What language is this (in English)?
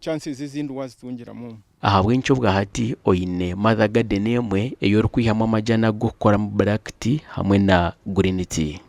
Nyankole